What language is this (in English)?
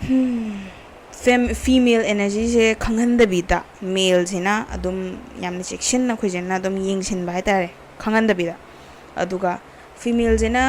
Manipuri